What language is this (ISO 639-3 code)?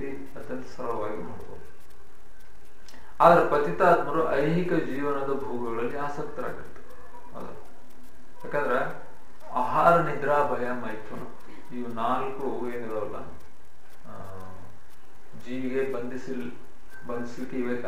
kan